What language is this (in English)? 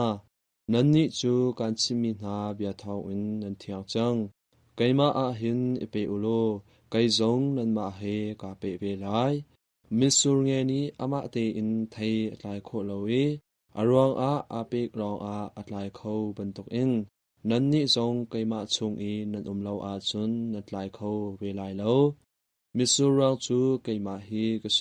Hakha Chin